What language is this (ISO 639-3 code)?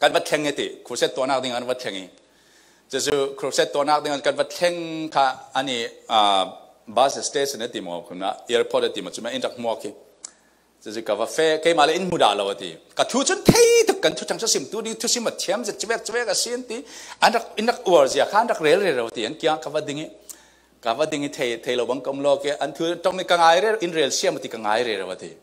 cfm